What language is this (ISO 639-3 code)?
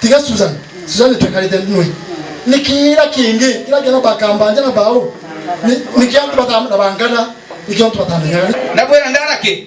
mer